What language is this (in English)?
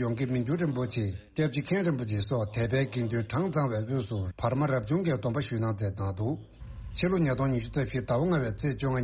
Tibetan